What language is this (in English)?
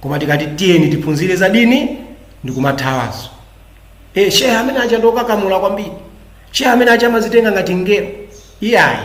Nyanja